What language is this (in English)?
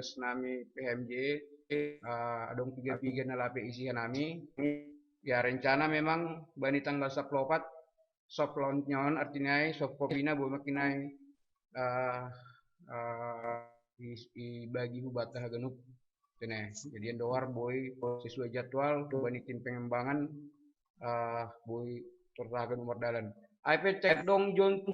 Batak Simalungun